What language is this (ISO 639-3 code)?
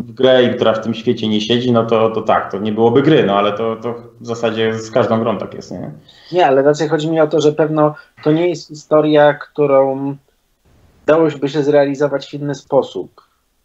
pol